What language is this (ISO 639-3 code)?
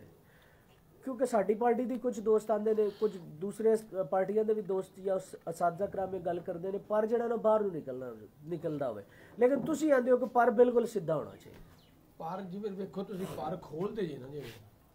pan